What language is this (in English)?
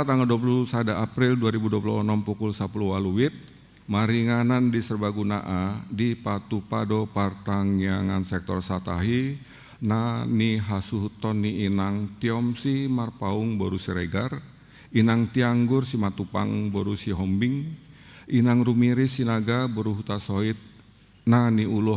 Batak Toba